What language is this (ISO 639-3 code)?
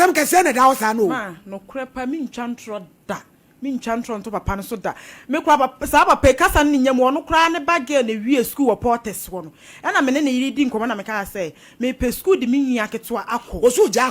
aka